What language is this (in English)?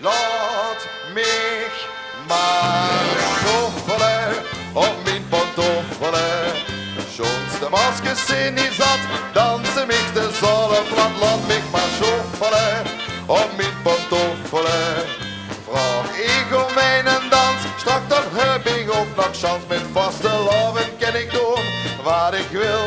Limburgish